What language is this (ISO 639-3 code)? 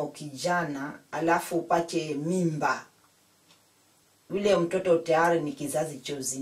swa